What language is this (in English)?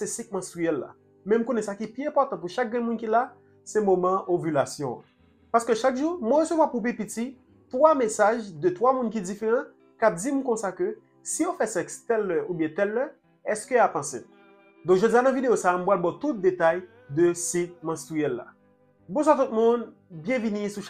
Haitian Creole